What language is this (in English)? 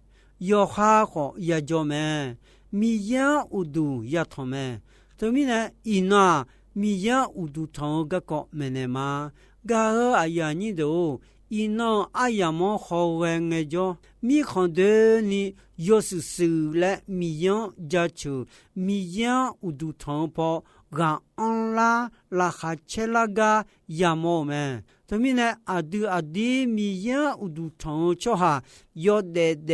Akha